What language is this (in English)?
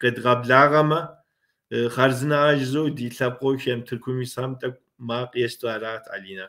Kabardian